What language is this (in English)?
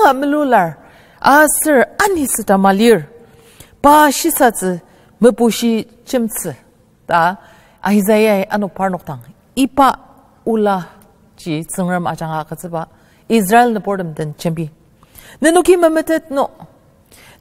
Ao Naga